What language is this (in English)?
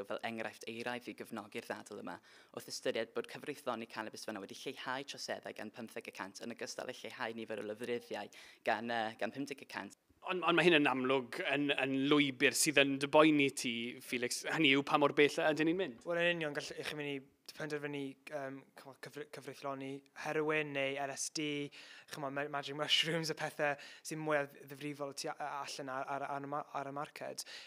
Welsh